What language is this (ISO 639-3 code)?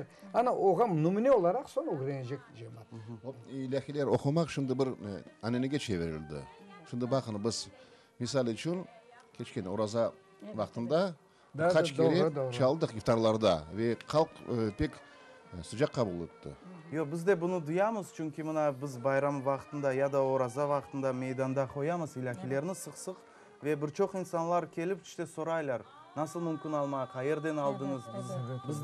crh